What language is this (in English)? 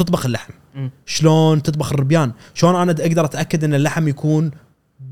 Gulf Arabic